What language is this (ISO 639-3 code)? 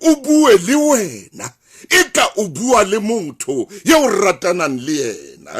sot